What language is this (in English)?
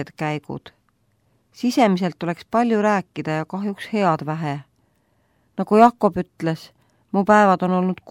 Estonian